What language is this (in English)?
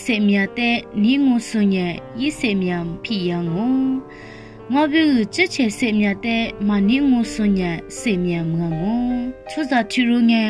Lisu